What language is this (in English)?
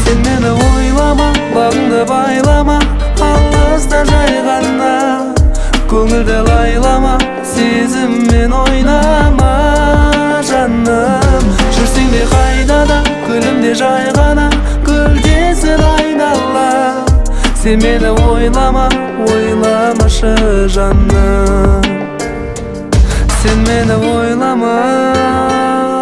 Kazakh